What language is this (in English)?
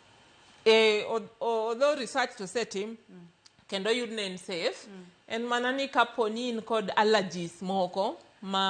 Luo (Kenya and Tanzania)